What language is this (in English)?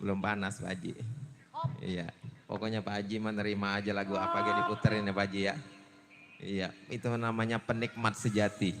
Betawi